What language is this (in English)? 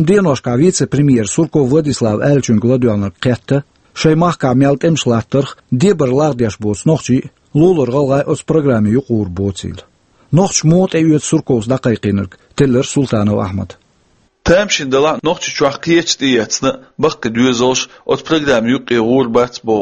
Chechen